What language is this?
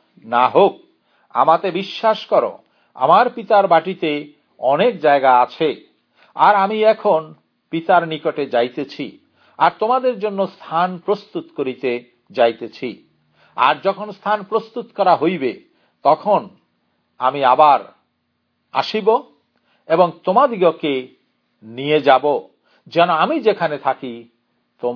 Bangla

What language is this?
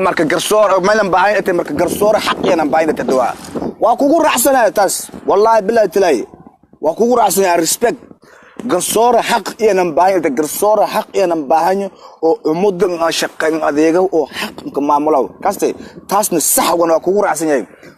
Somali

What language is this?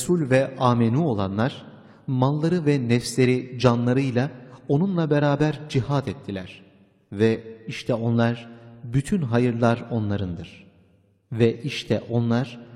Turkish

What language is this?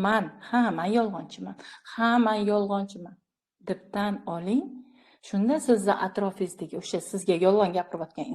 Uzbek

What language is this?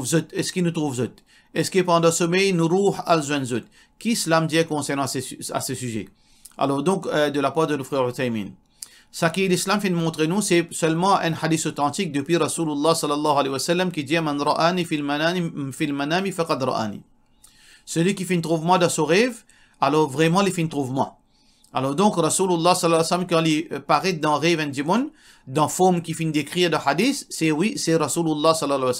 Morisyen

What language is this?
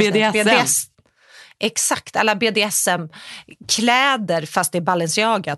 Swedish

